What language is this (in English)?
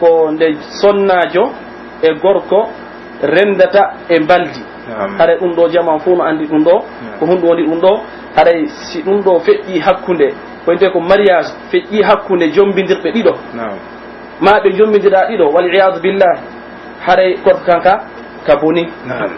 Pular